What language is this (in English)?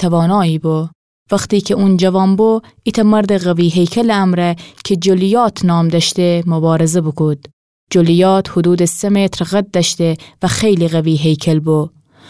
Gilaki